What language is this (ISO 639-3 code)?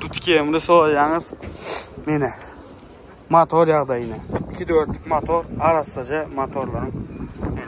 tuk